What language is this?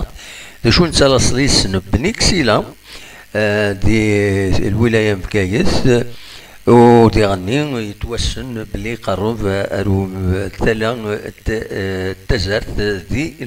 Kabyle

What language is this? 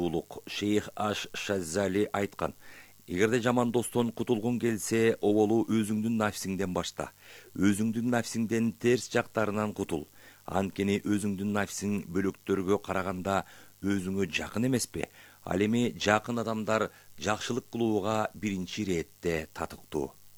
Kyrgyz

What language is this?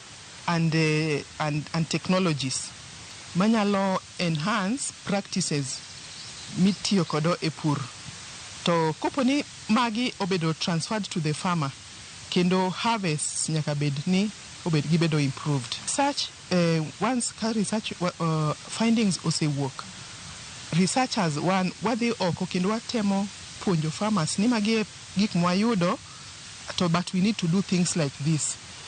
Luo (Kenya and Tanzania)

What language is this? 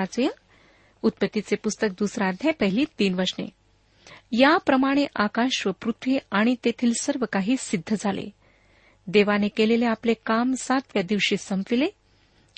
Marathi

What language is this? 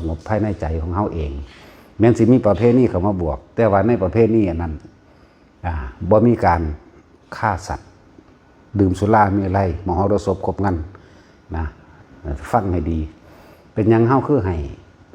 Northeastern Thai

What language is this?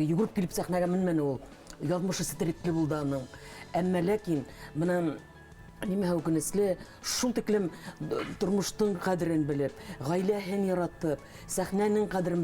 Bashkir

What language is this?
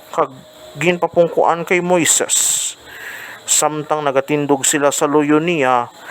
Hiligaynon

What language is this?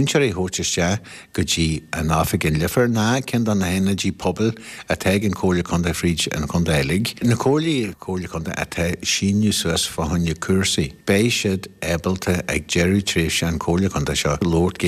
Irish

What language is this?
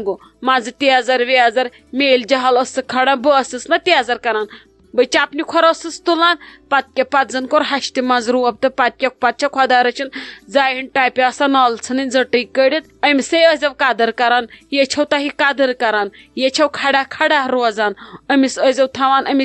Kashmiri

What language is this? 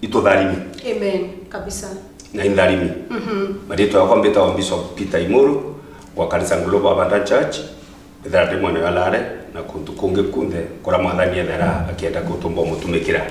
Meru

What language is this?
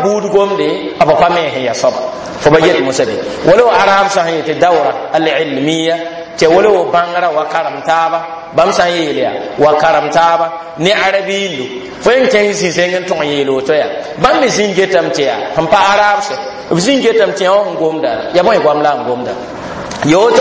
Mossi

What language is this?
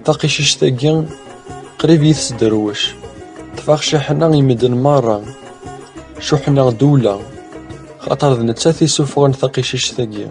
Kabyle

